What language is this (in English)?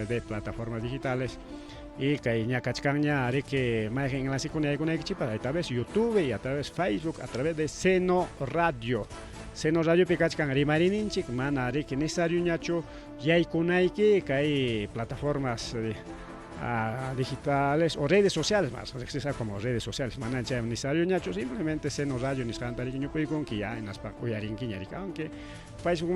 Ayacucho Quechua